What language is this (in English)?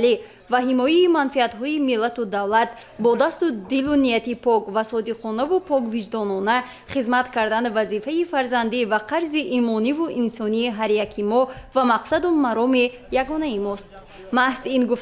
Tajik